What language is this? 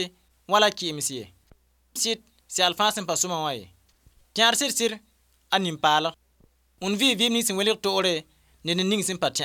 Mossi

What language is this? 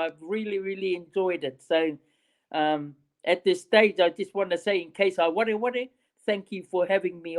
Māori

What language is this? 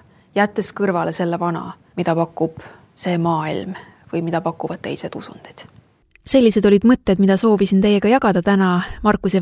Estonian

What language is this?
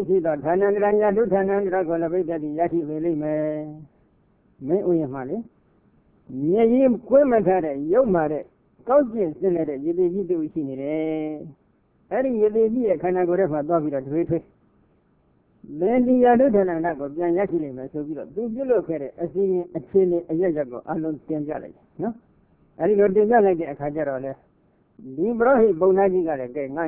Burmese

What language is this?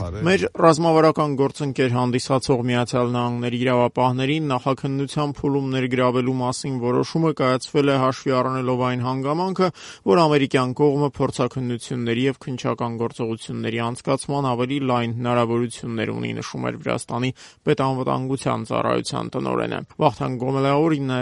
Armenian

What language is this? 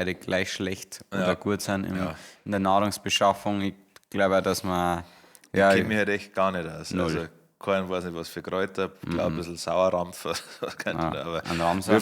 Bavarian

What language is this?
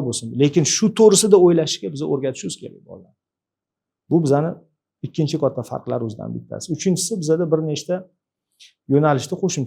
Uzbek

